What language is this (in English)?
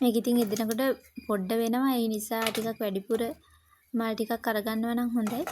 Sinhala